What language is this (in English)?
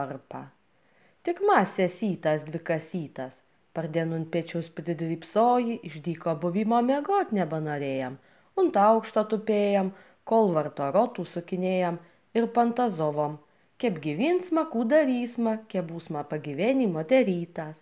Lithuanian